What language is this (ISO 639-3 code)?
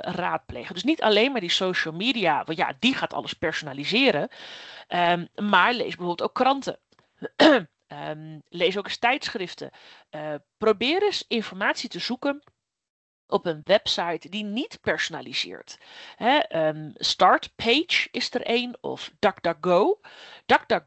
nld